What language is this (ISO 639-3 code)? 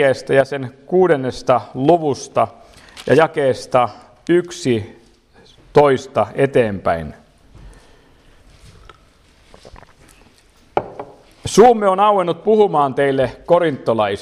fin